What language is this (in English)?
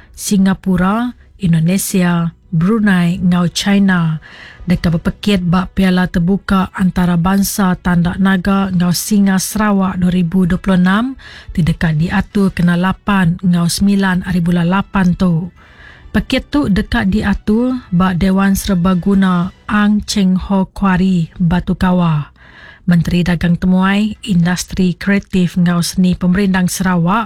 Iban